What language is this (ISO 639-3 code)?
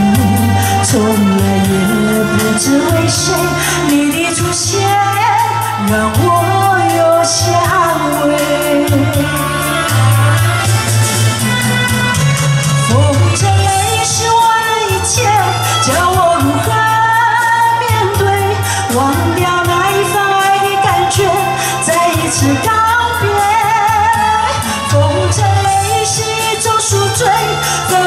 zho